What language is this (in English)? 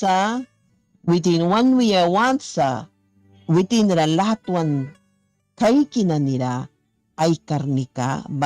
Mískito